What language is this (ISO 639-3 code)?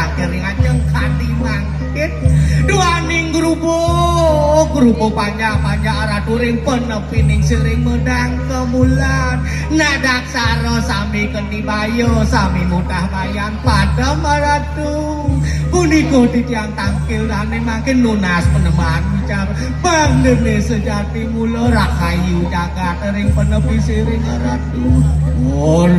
ban